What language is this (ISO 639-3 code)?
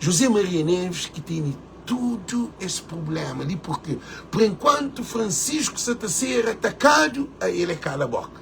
kea